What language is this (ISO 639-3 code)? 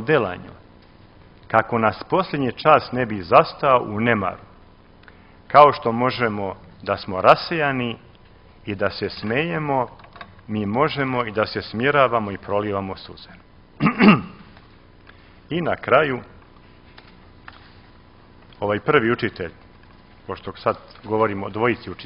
srp